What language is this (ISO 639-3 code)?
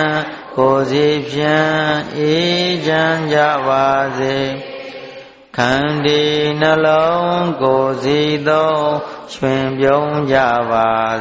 mya